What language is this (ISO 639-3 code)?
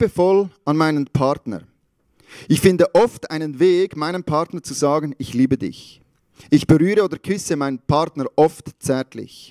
gsw